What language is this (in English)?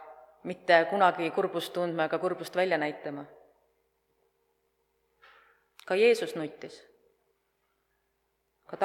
Estonian